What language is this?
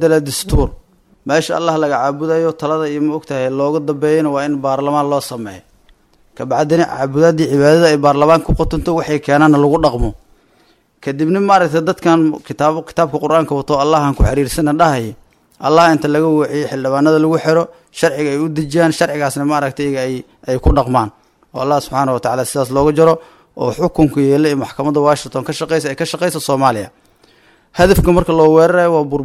Somali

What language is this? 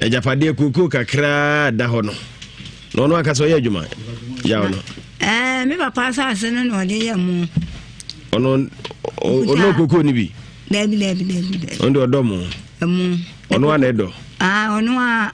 Akan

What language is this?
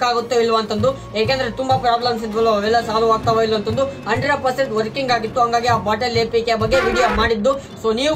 Kannada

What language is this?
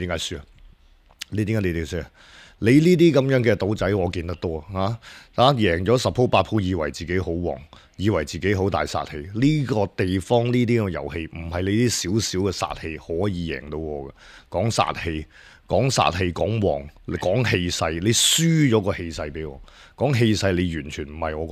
Cantonese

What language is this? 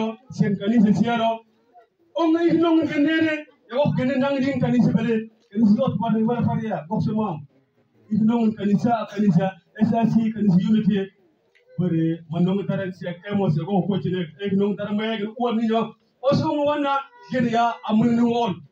Mabaan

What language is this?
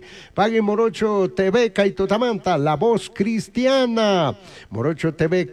Chimborazo Highland Quichua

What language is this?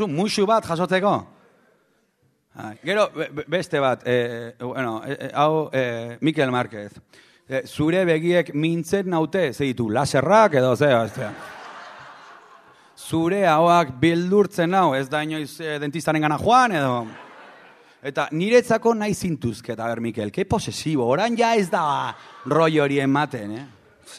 Basque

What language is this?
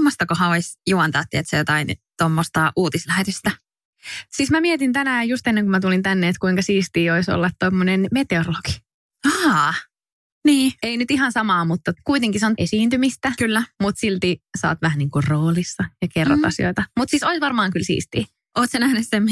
Finnish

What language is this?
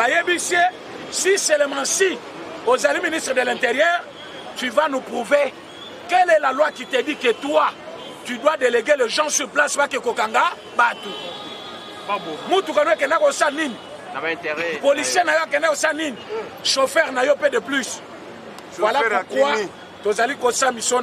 Lingala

